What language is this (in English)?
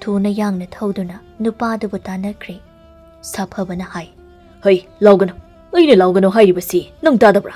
Manipuri